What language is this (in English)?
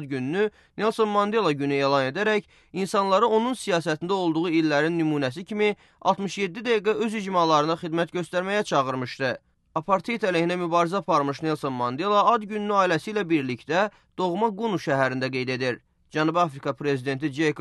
Azerbaijani